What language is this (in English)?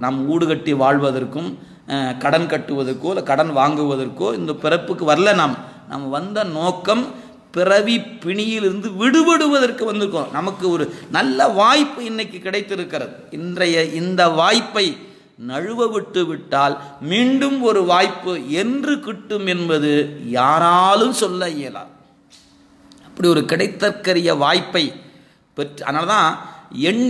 Tamil